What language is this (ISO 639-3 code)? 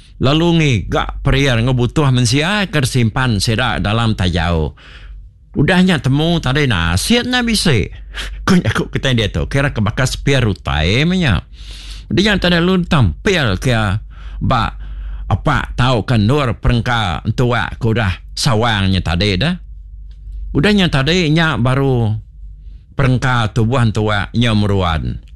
iba